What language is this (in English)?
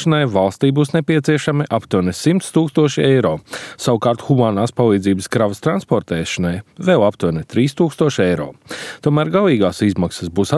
Latvian